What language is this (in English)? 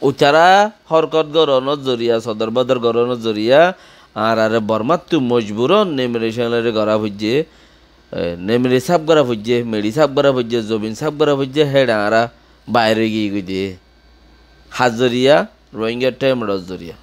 Rohingya